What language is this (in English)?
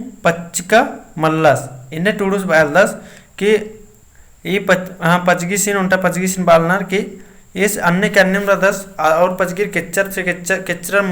Kurukh